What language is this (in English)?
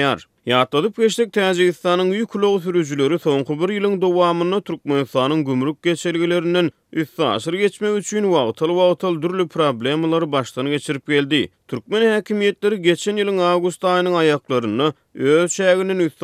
Turkmen